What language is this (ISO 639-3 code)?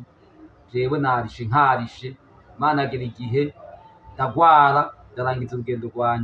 run